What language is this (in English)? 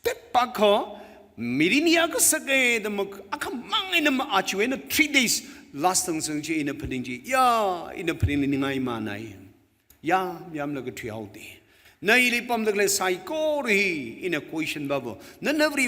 Tangkhul Naga (India)